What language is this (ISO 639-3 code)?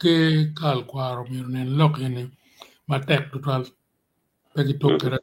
ach